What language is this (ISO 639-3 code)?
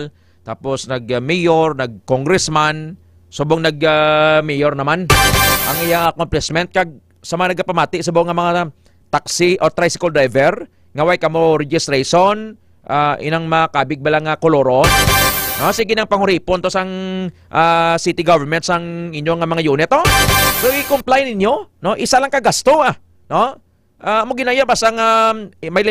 hil